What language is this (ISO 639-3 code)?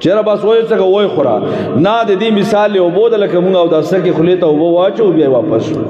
pus